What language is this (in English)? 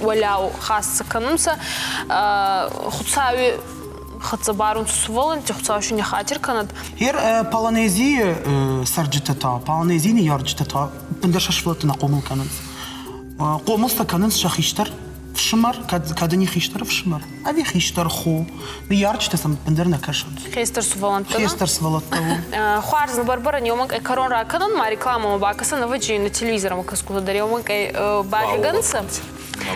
Ossetic